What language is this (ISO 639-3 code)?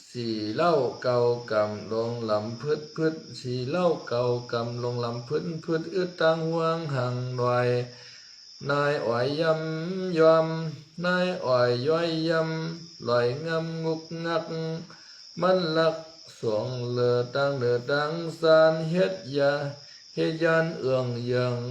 shn